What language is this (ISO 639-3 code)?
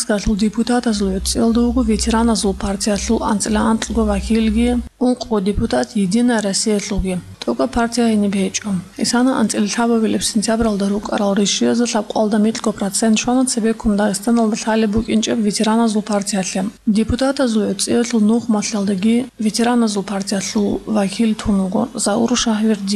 ava